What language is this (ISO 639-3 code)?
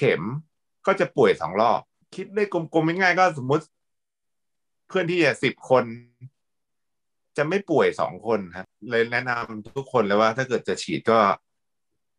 tha